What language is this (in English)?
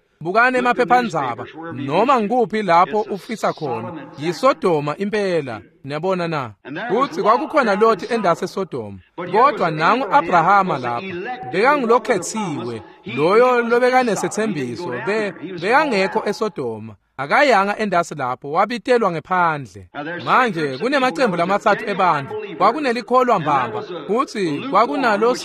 Swati